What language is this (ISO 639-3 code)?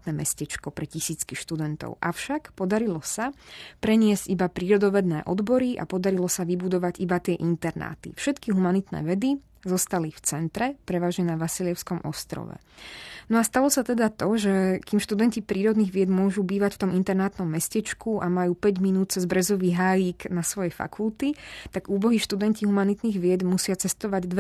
slk